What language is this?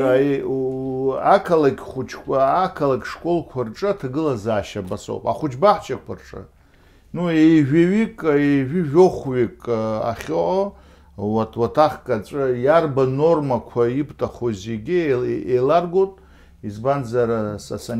Abkhazian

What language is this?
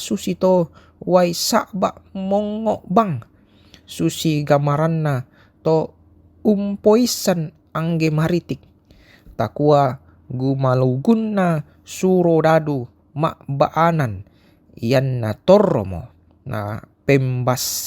Toraja-Sa'dan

